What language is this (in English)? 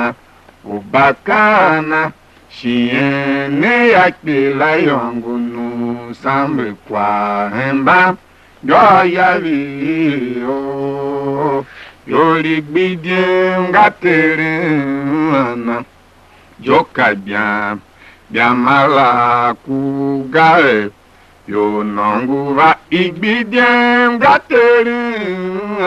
Tiv